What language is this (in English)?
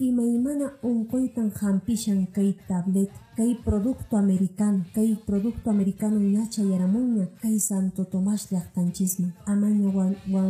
Quechua